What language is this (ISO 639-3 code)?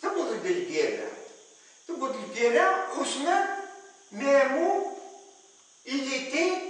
kab